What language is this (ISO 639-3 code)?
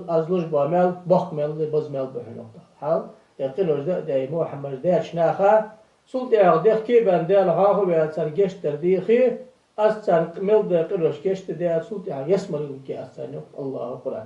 inh